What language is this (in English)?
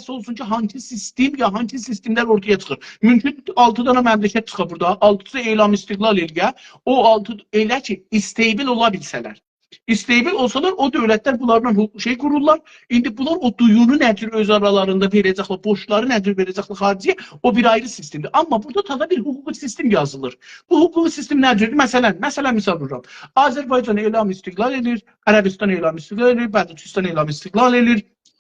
South Azerbaijani